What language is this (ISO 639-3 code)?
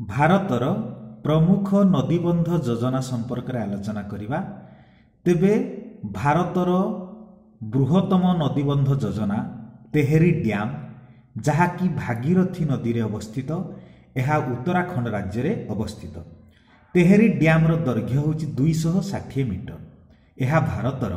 ori